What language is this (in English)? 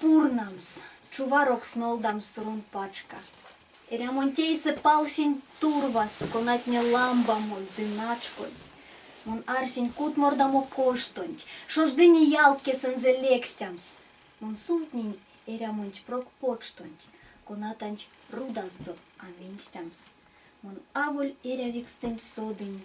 Erzya